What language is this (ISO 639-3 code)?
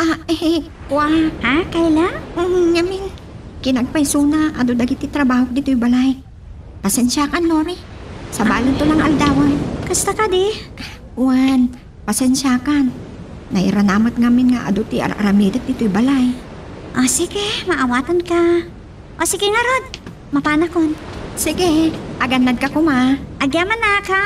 ilo